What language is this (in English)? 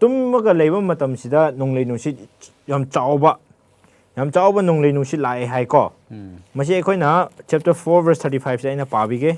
Manipuri